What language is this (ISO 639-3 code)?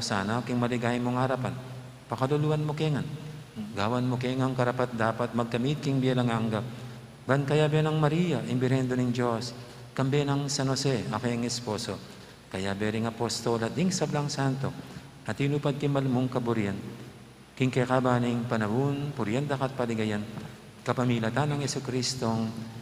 pam